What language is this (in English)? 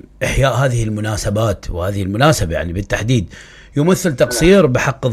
Mesopotamian Arabic